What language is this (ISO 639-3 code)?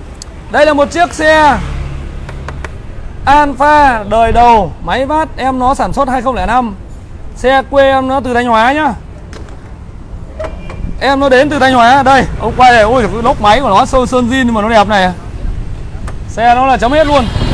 vie